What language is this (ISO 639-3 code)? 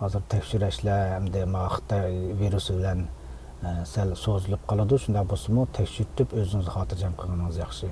uig